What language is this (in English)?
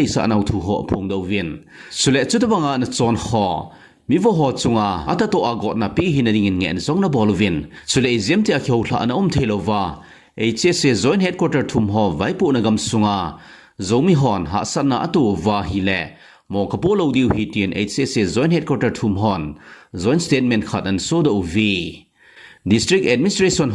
Thado Chin